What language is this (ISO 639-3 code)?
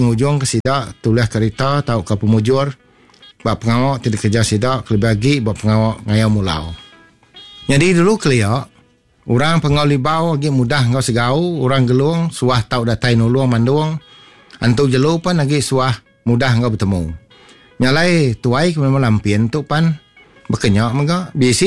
iba